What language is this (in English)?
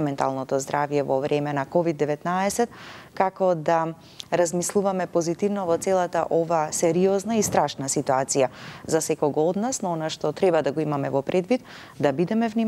Macedonian